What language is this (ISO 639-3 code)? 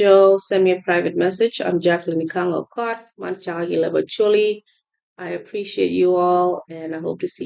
ach